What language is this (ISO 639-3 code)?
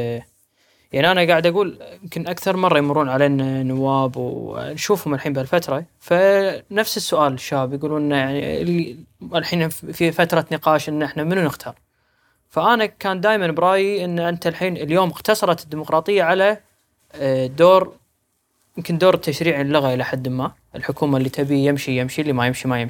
afb